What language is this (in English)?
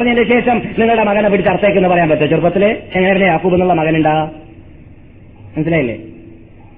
Malayalam